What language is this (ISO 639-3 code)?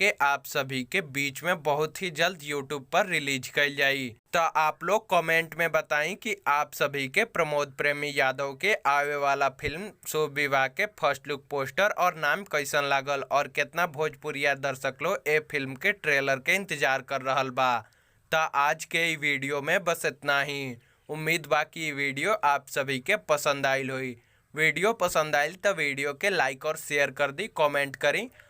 bho